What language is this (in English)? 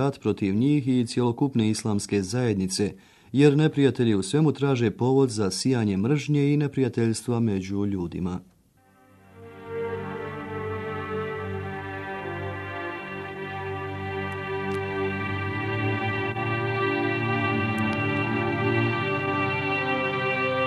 Bosnian